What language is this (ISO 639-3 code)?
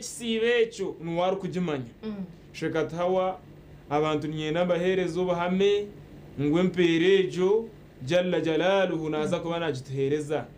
nyn